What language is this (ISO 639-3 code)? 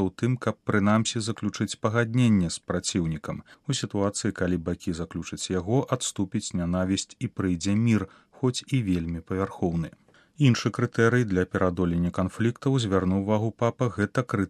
bel